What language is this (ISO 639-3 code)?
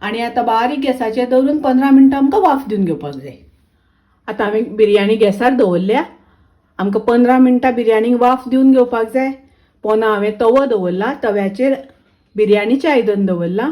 kok